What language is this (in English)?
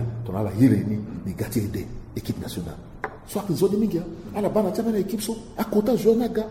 Sango